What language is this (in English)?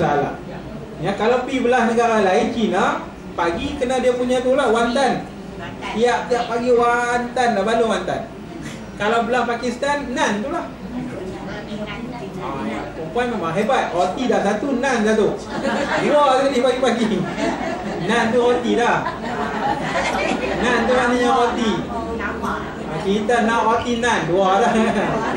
Malay